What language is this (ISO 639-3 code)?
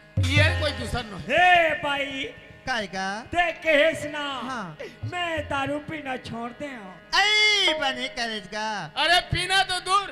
hne